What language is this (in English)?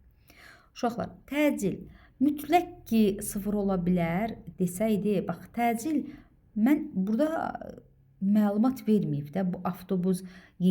Azerbaijani